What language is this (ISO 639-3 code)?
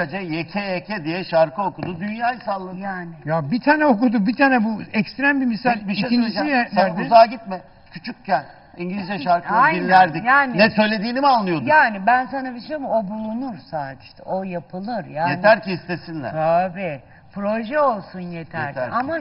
tur